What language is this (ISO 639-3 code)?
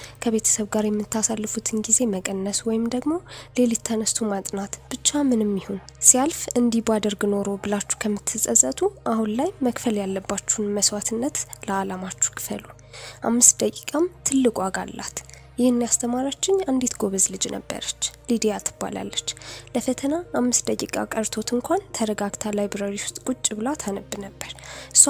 amh